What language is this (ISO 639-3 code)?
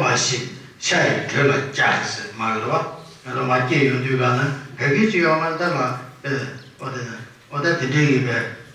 bod